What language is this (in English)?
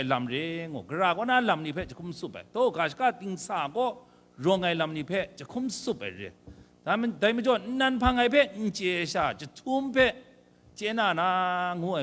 Kachin